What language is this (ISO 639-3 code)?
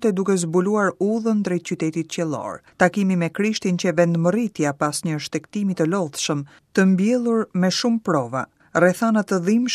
sqi